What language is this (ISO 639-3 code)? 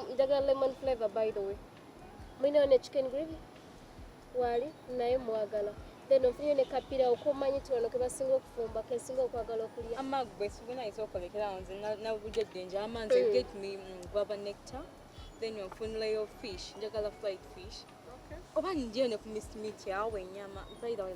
lug